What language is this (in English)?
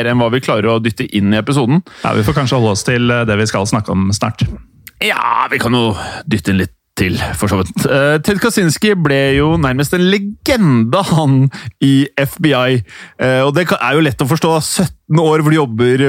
Norwegian